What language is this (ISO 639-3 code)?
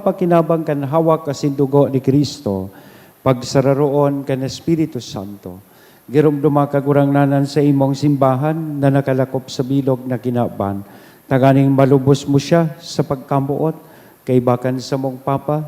bik